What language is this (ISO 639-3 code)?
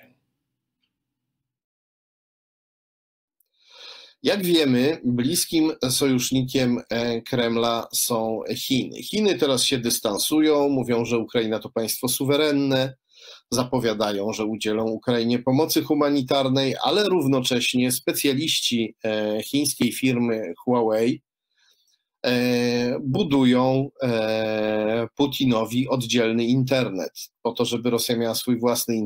pol